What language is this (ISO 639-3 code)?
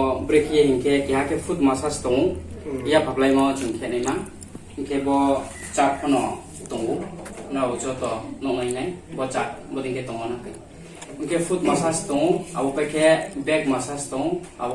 ria